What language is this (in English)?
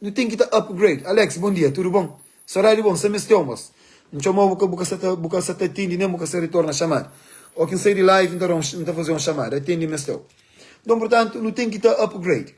Kabuverdianu